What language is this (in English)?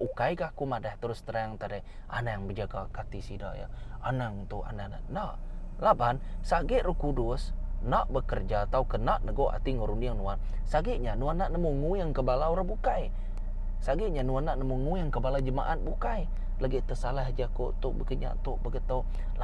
Iban